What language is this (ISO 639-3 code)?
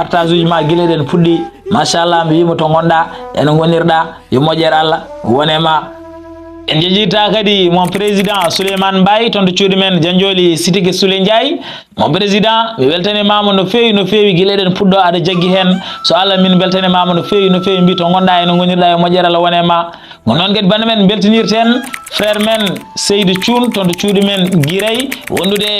ful